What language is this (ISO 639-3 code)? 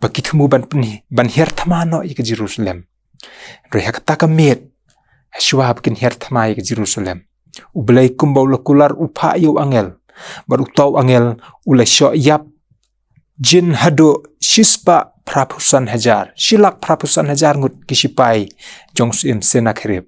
kha